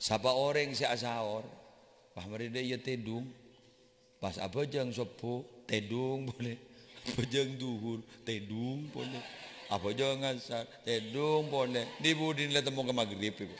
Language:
Madurese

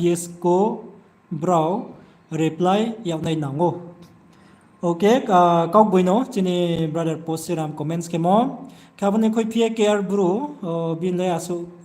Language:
Riang (India)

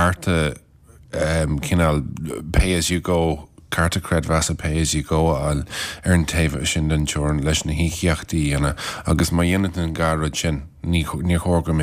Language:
Irish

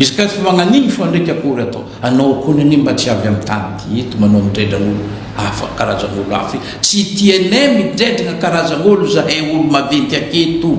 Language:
Malagasy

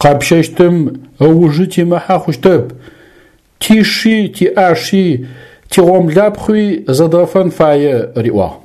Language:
Adyghe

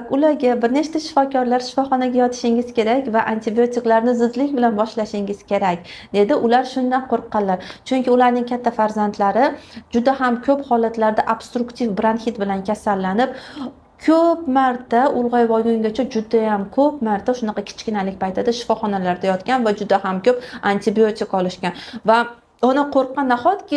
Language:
Uzbek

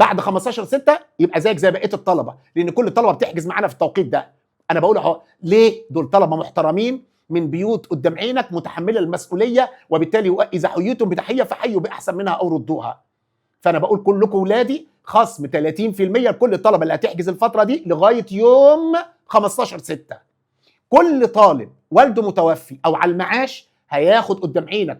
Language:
Egyptian Arabic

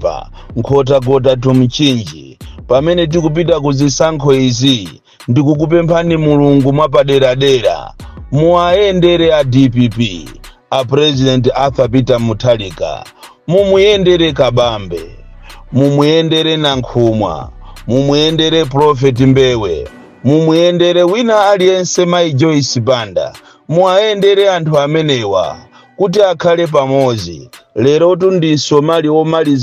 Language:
Nyanja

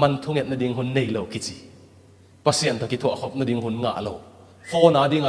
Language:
Tedim Chin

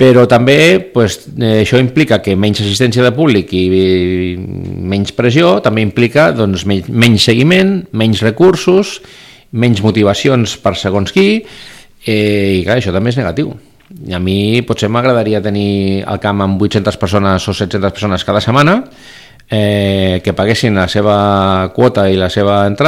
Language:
Catalan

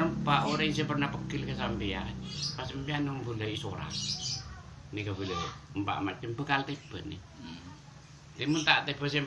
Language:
Madurese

